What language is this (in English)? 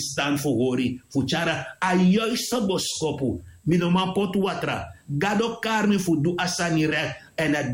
Sranan Tongo